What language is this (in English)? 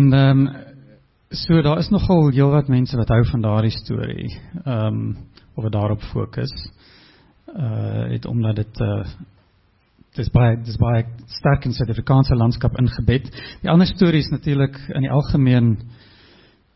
Afrikaans